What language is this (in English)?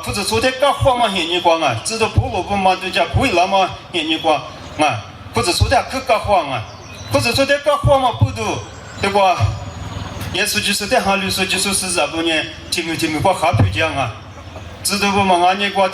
Lisu